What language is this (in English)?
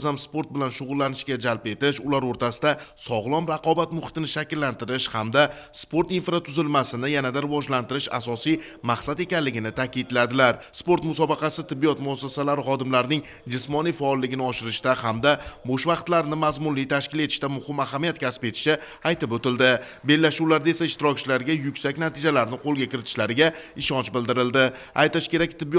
Uzbek